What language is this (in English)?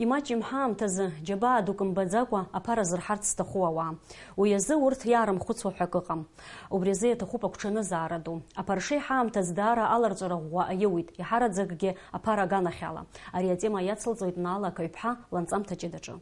Abkhazian